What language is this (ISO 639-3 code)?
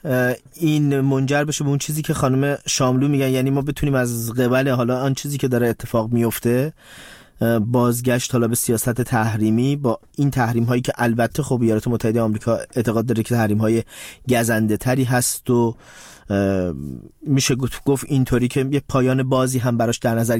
fas